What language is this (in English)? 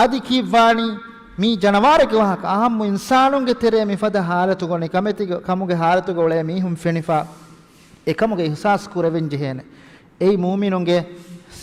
Divehi